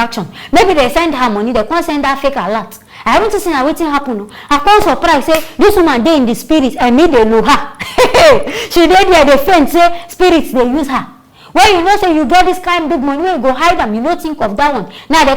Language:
Nigerian Pidgin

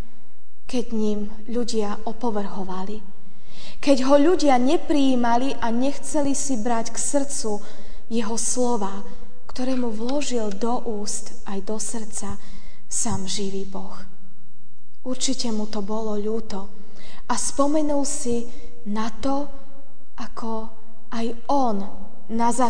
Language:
Slovak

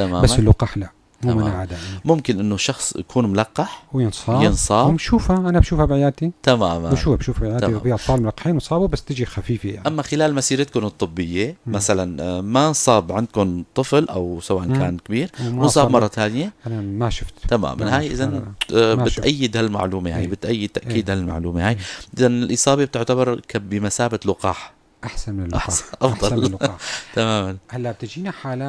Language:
North Levantine Arabic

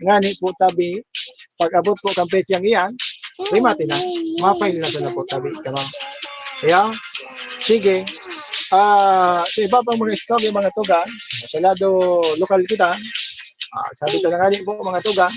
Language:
Bikol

